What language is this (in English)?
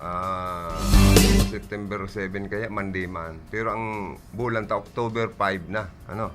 Bikol